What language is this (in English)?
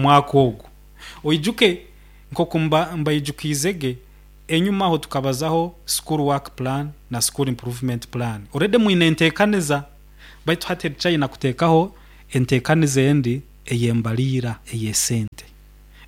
Nyoro